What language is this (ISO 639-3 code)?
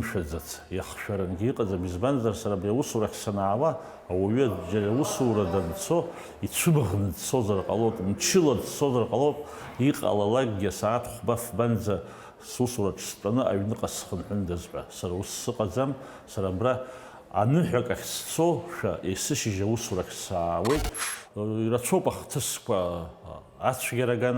abk